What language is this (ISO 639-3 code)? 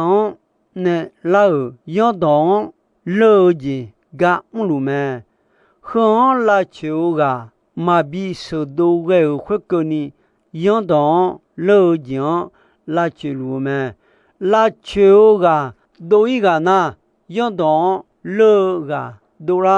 ahk